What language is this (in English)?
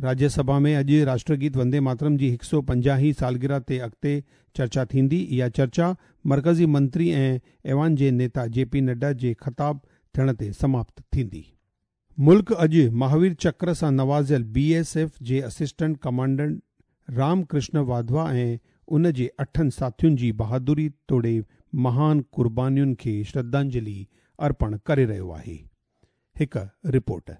Sindhi